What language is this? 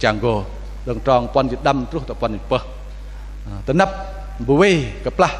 Bahnar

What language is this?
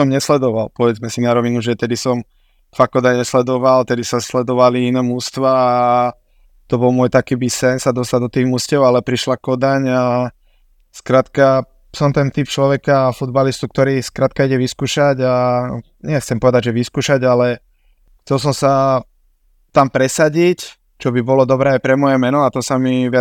Slovak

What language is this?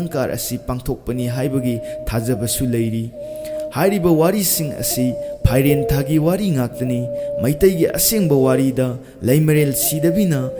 Manipuri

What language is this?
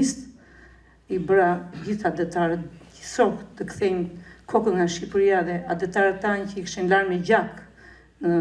Albanian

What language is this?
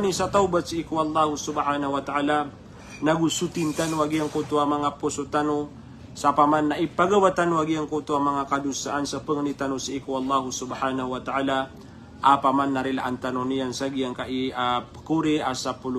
Maranao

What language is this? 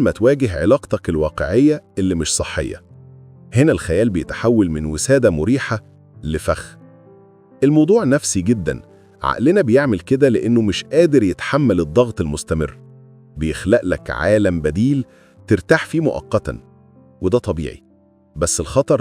Egyptian Arabic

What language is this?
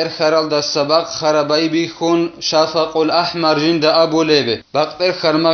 Avaric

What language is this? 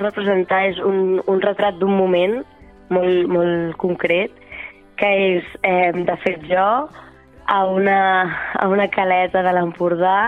Catalan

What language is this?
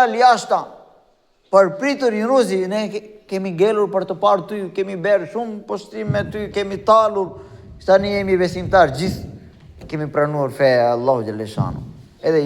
Albanian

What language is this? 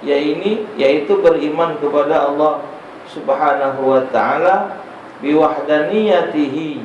Musi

